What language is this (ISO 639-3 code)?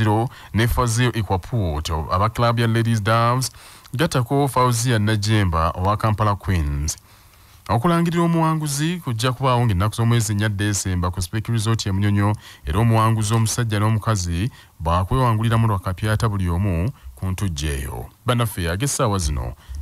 lug